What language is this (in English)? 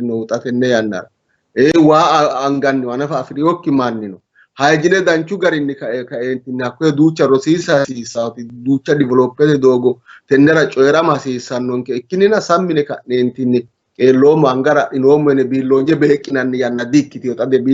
Sidamo